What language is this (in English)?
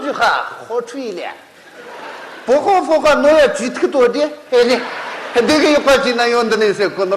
Tibetan